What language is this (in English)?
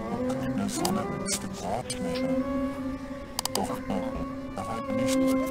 German